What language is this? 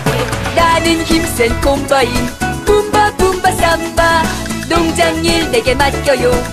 Korean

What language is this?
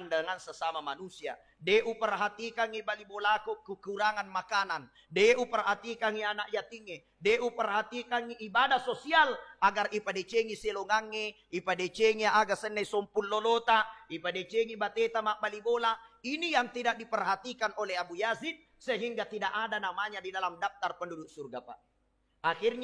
Buginese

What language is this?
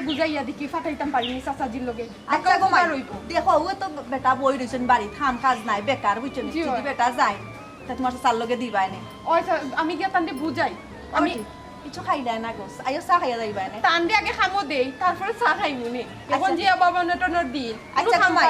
Sylheti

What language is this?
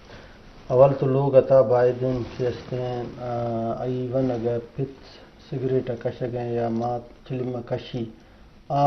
Eastern Balochi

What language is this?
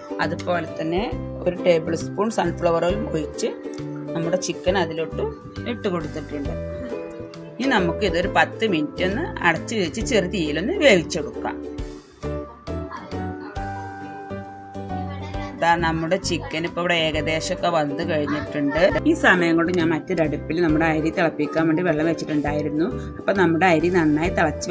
Malayalam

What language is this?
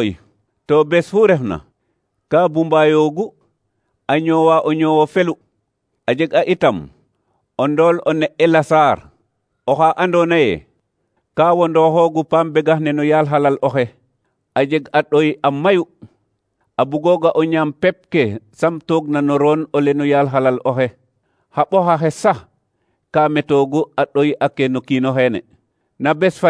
Serer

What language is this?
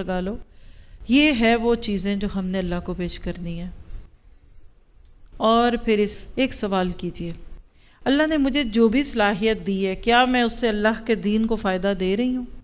Urdu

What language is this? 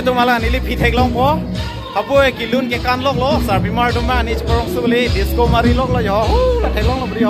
Karbi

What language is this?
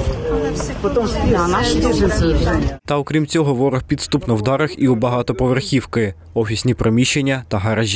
Ukrainian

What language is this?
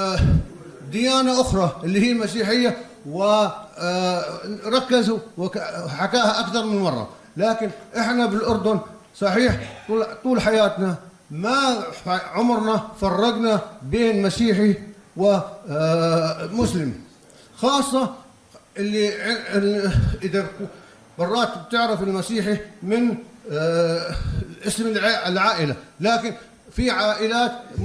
North Levantine Arabic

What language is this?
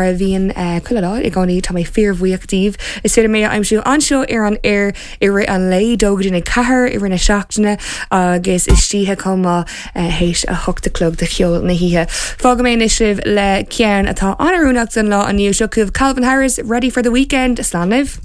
Irish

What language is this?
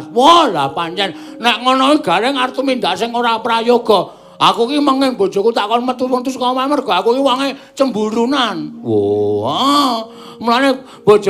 Javanese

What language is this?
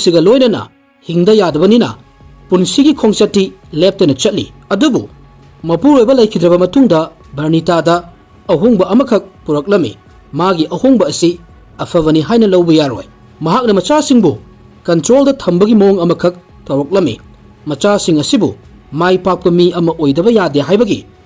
Manipuri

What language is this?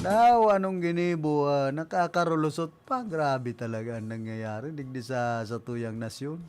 Bikol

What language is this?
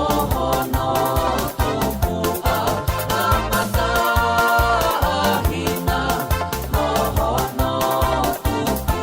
Tongan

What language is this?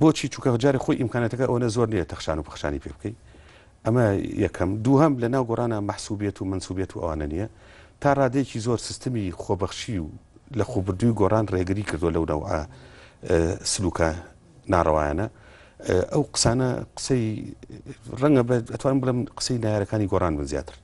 Central Kurdish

